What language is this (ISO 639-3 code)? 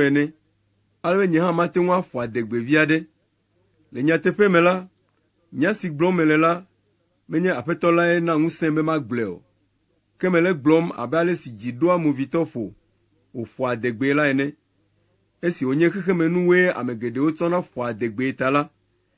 ewe